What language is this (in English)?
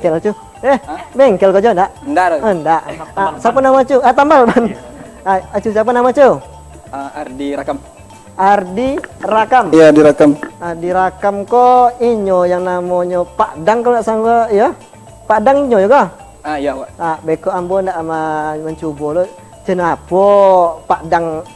Minangkabau